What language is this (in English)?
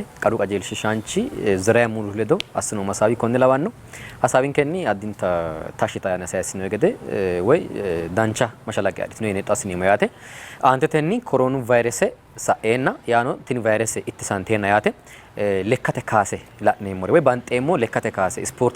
Sidamo